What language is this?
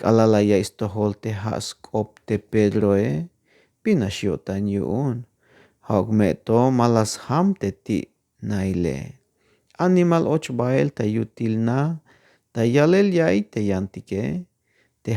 Tzeltal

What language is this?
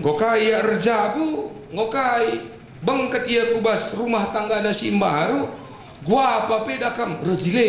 Batak Karo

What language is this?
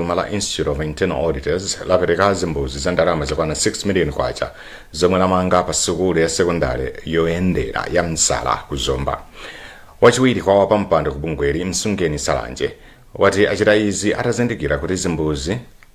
Nyanja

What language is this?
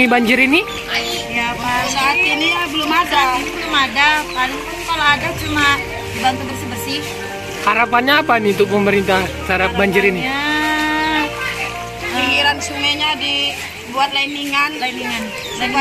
Indonesian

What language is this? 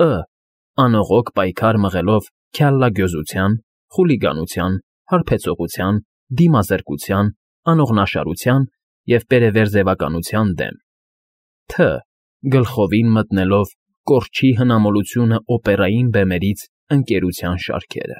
Armenian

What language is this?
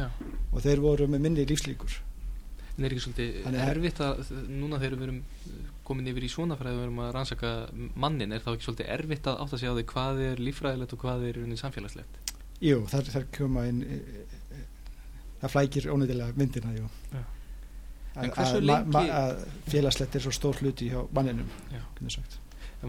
Icelandic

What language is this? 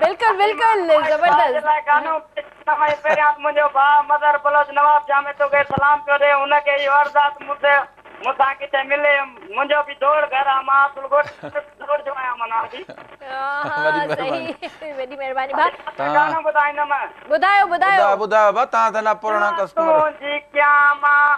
Sindhi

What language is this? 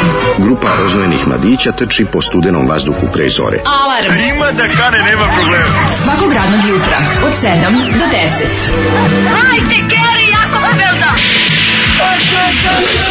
Serbian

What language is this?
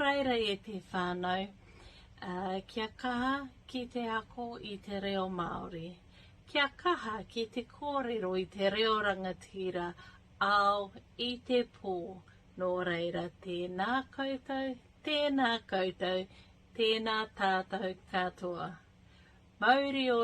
Māori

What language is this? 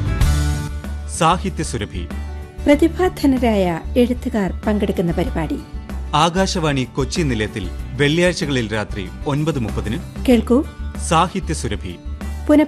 Malayalam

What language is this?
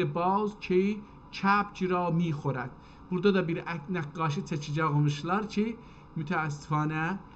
South Azerbaijani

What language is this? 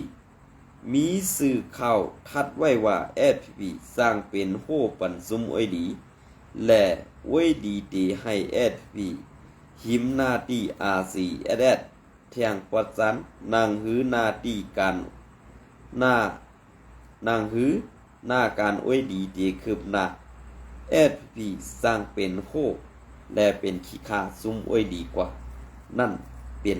Shan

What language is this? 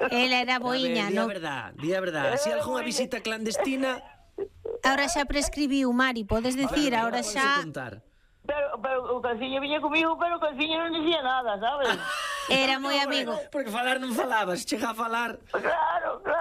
Galician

